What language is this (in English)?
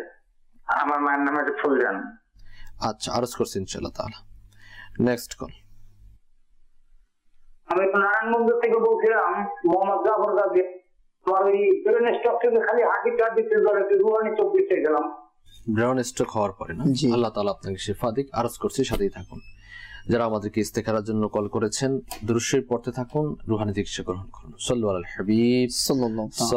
Bangla